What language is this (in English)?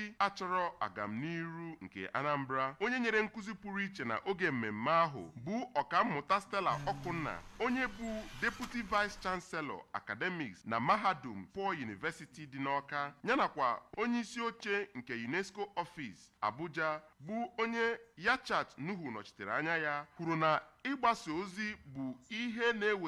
Igbo